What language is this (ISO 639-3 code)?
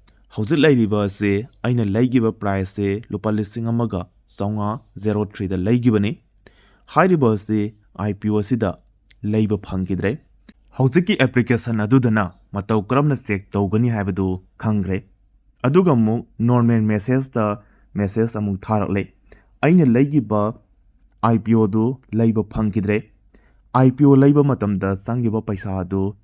mni